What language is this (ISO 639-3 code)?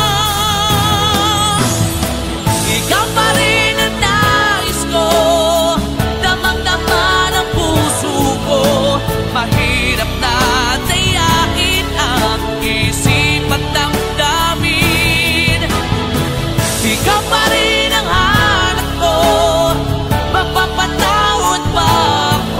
fil